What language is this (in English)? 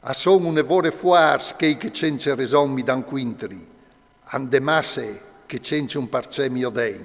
Friulian